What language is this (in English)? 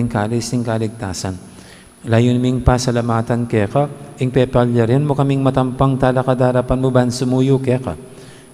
Pampanga